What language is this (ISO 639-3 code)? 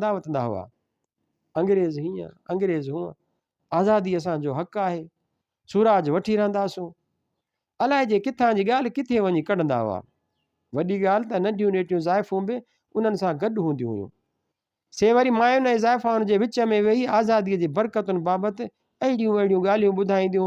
snd